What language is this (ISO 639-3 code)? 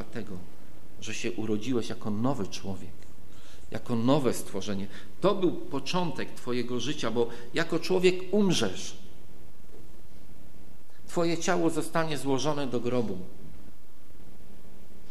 pol